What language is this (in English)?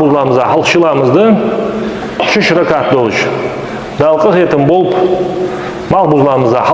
Ingush